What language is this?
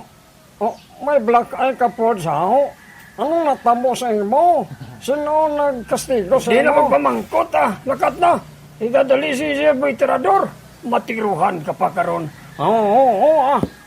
Hiligaynon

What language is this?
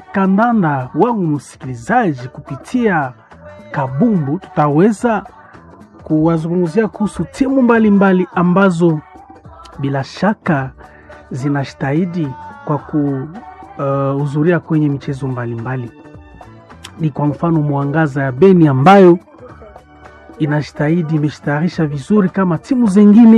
Swahili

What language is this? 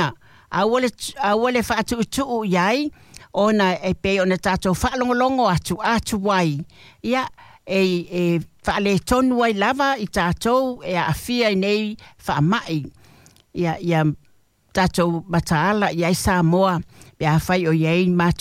Samoan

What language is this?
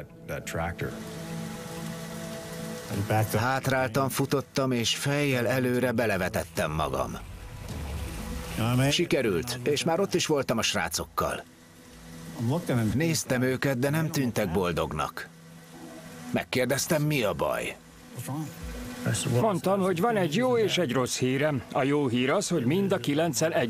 Hungarian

